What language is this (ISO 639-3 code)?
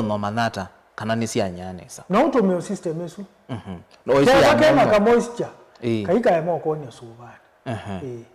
kam